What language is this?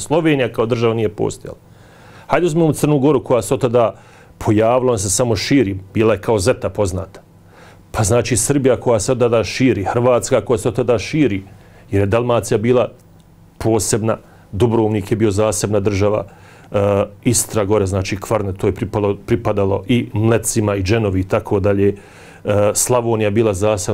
Bosnian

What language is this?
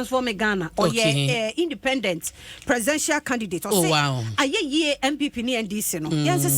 Akan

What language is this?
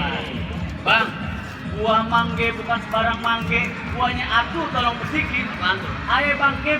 Betawi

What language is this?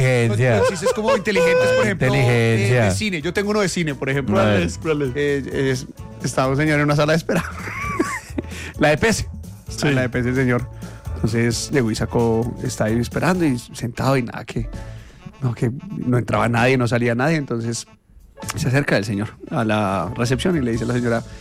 Spanish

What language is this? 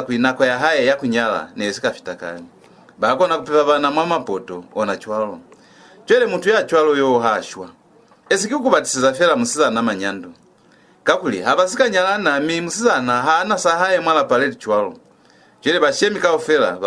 Lozi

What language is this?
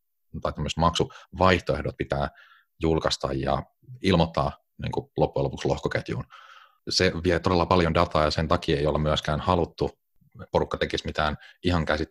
Finnish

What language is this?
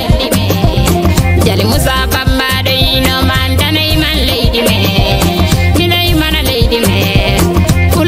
Fula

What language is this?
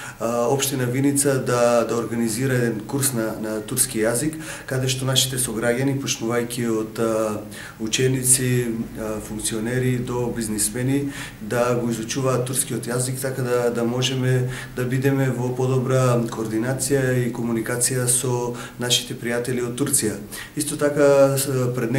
Macedonian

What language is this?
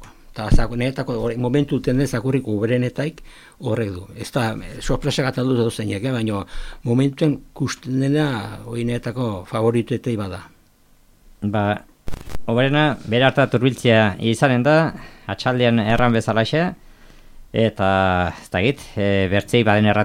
Basque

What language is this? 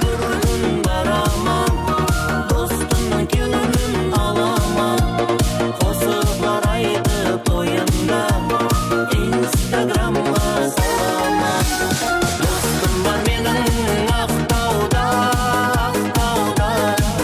Kara-Kalpak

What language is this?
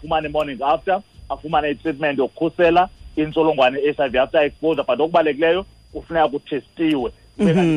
Xhosa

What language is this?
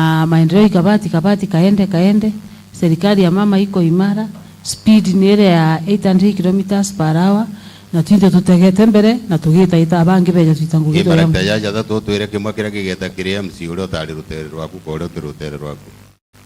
Meru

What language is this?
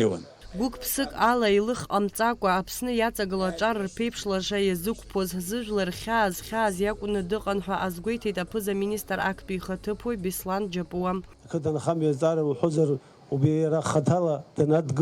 Abkhazian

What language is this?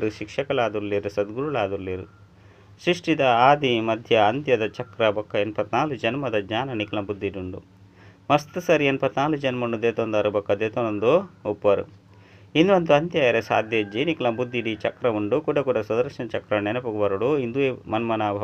Tulu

